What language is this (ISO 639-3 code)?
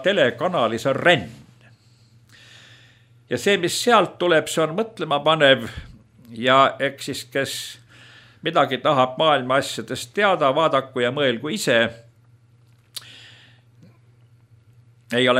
est